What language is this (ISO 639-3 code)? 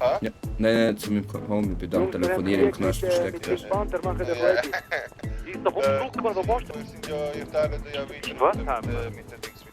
gsw